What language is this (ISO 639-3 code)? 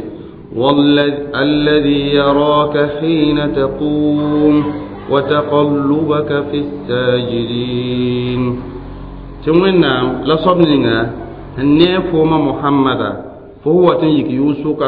mos